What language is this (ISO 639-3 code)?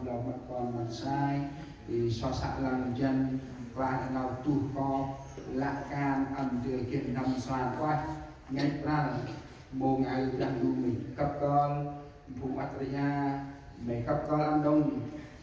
cmo